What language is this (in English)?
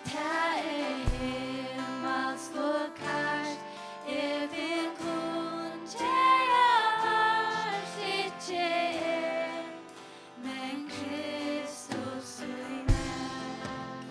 Faroese